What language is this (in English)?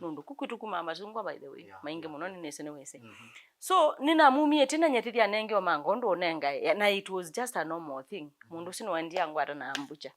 Kamba